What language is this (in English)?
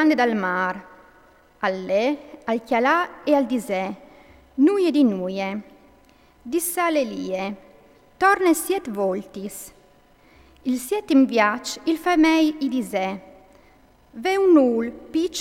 Friulian